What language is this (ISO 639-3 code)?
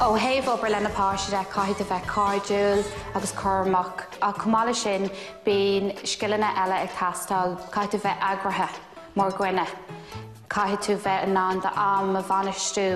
gle